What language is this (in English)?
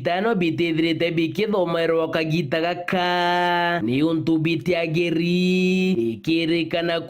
Meru